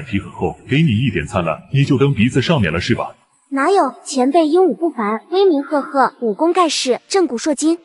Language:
Chinese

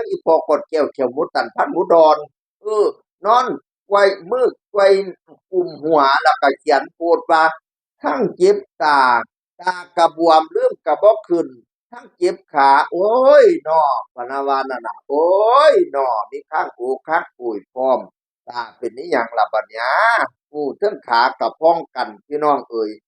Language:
Northeastern Thai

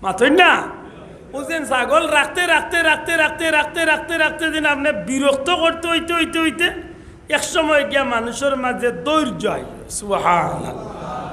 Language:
Sylheti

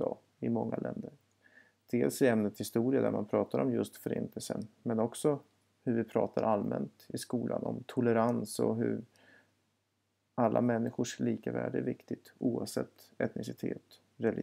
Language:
Swedish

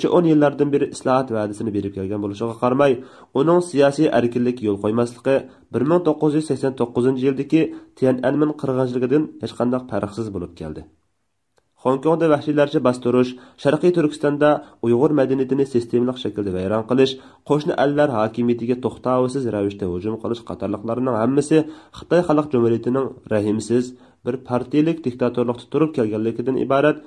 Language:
Uyghur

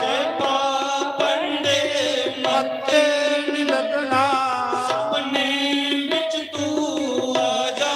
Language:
Dogri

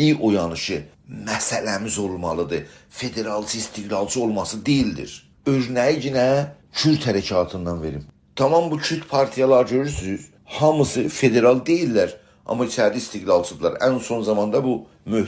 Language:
South Azerbaijani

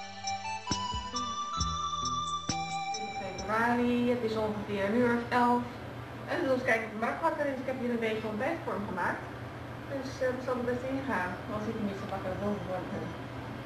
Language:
Dutch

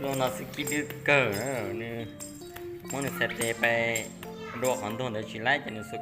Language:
Hmong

